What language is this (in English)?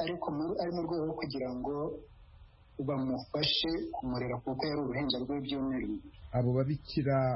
Kinyarwanda